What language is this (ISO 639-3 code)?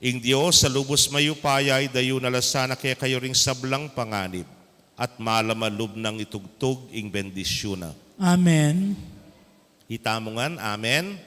pam